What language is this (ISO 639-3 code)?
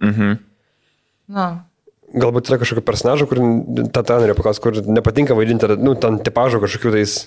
lit